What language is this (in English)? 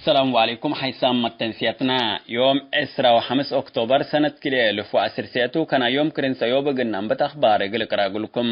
Tigre